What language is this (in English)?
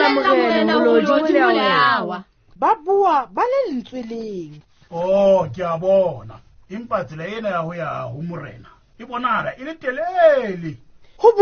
Southern Sotho